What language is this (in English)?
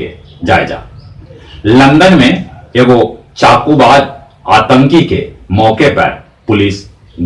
Magahi